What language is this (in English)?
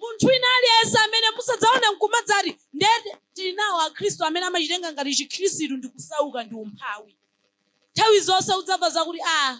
Nyanja